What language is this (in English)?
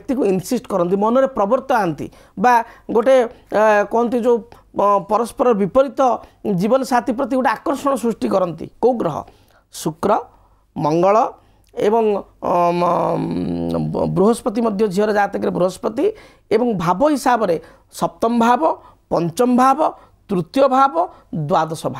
Odia